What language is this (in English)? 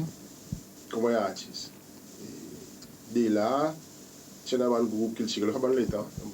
Seselwa Creole French